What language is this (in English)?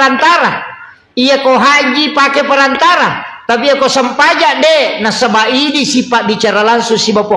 Buginese